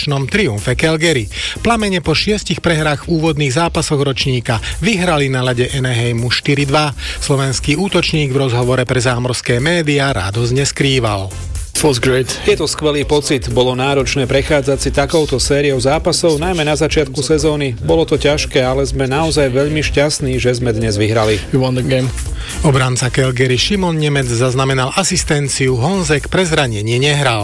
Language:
Slovak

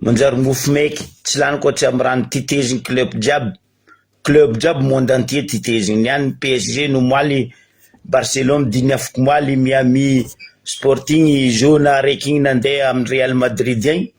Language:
Malagasy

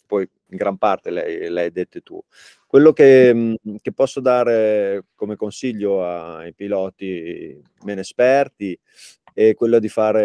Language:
Italian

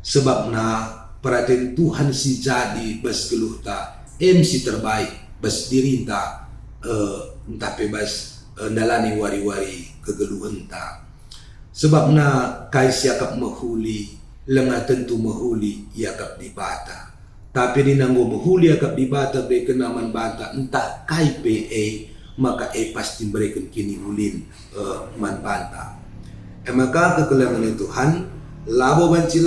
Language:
Batak Karo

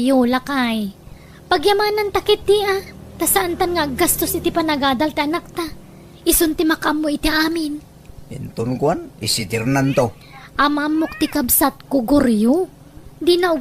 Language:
Iloko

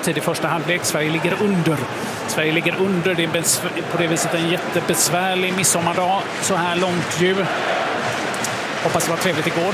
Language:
Swedish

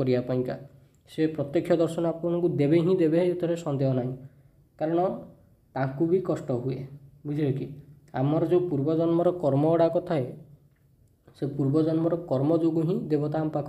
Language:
Odia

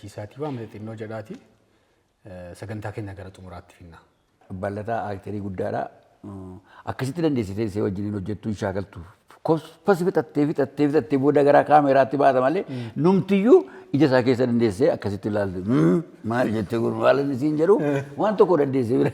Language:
Oromo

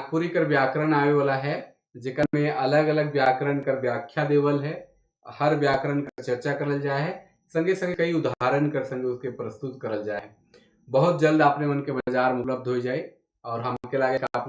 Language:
Sadri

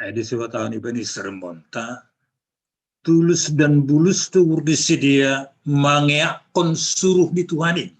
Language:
Batak Simalungun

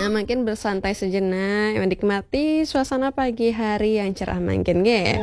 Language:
Balinese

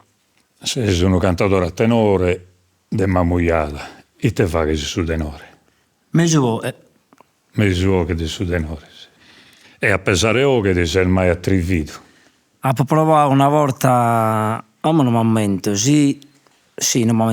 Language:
Sardinian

